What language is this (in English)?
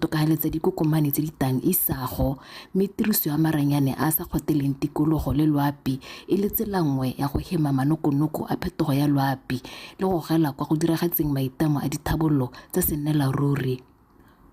Tswana